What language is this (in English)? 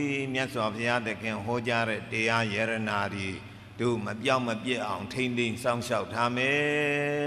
Burmese